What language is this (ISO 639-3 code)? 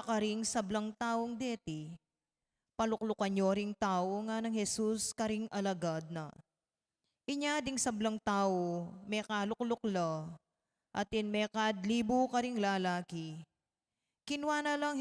pam